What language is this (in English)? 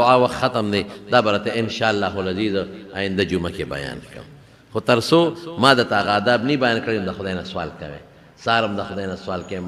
Pashto